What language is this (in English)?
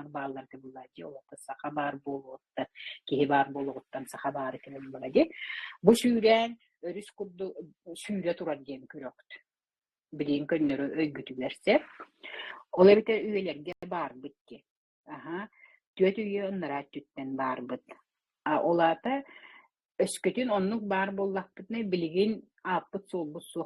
Yakut